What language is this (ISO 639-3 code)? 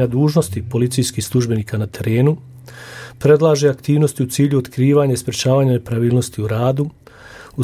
bos